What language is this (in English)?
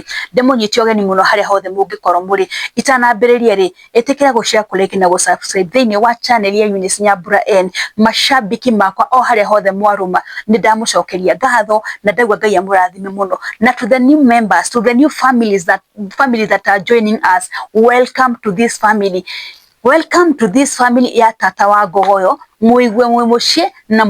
Kikuyu